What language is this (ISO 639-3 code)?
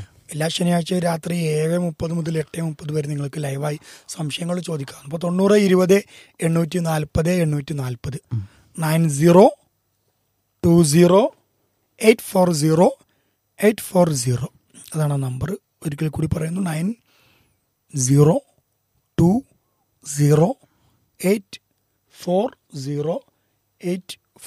mal